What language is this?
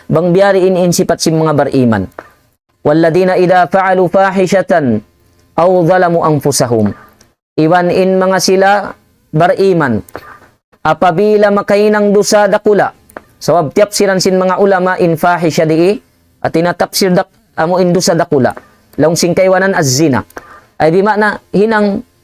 Tausug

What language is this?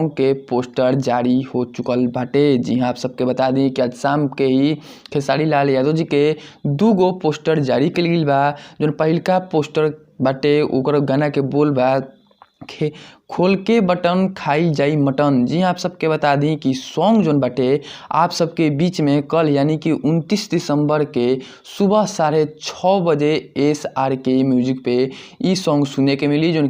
Bhojpuri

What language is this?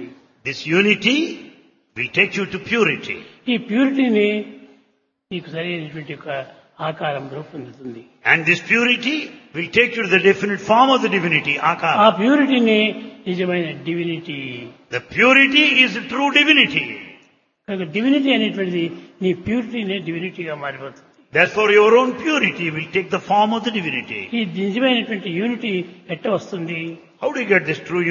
Telugu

